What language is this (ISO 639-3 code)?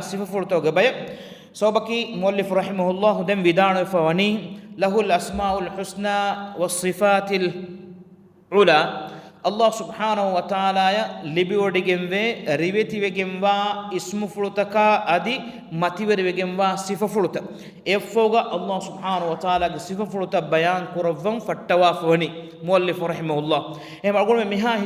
div